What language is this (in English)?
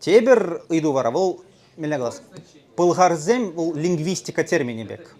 Chuvash